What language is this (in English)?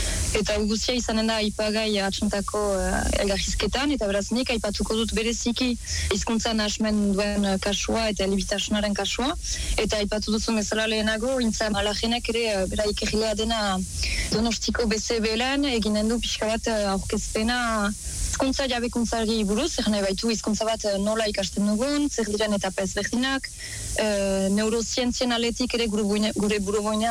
Basque